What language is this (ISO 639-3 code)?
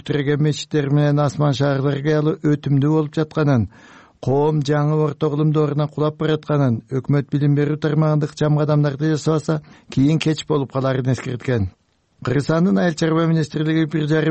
kir